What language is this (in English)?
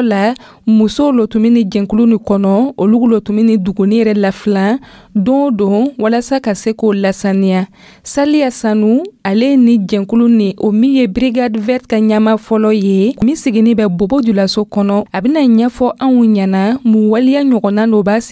Dyula